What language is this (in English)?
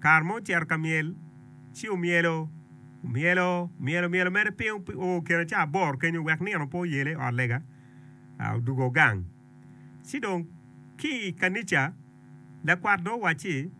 Acoli